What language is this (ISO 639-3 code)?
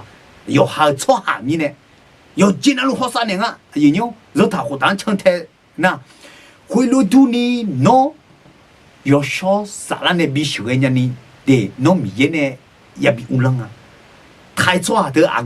ahk